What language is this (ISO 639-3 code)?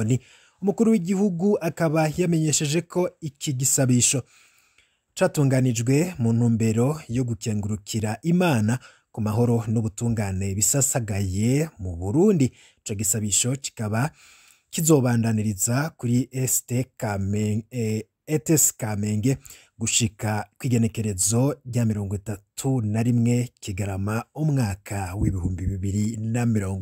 run